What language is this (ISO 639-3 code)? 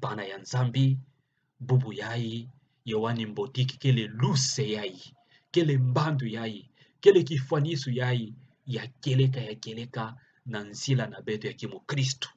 ktu